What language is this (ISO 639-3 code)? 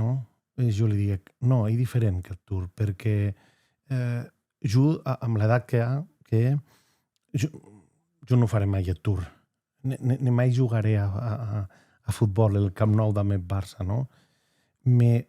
oci